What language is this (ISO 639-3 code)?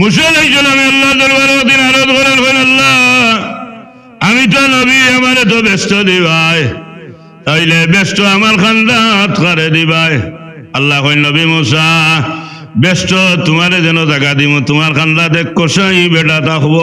syl